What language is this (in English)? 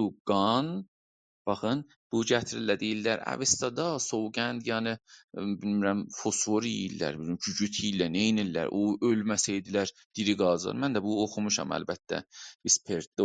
South Azerbaijani